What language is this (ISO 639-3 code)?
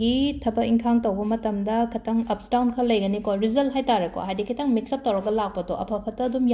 mni